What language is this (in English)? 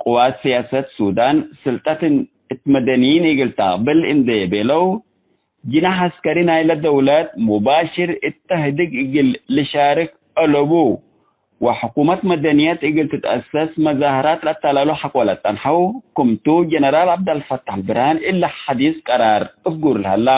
Tigre